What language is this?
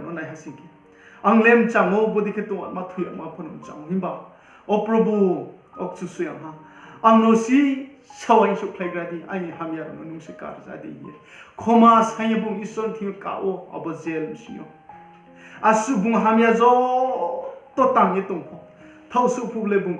Riang (India)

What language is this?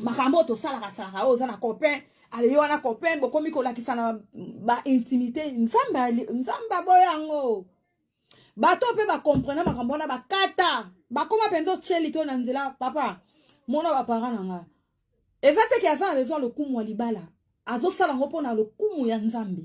Lingala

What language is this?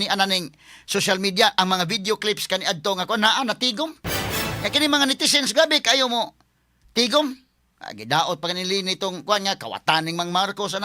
Cebuano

